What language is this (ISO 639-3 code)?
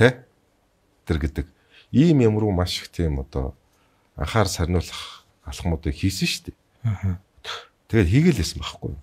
mon